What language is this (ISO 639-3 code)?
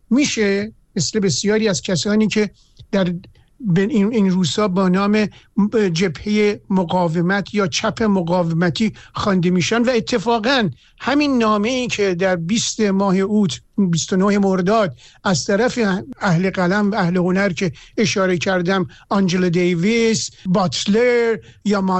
fas